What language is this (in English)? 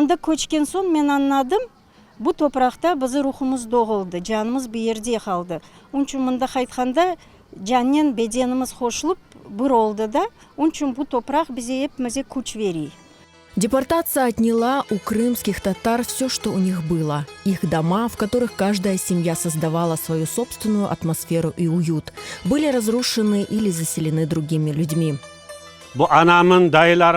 Crimean Tatar